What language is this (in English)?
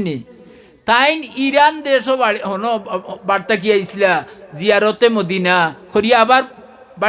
Sylheti